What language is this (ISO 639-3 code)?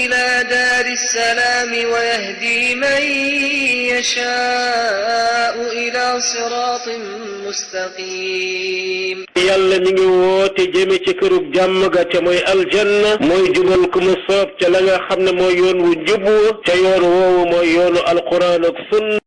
wol